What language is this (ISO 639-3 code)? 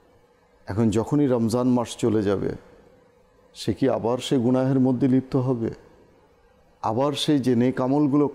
ben